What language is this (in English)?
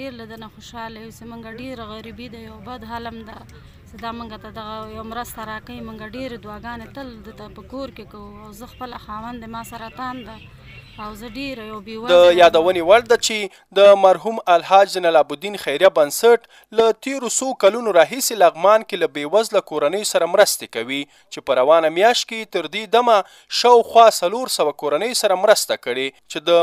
Pashto